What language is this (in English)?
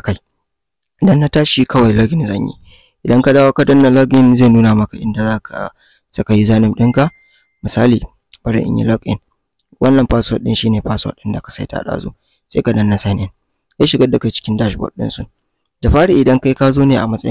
Hausa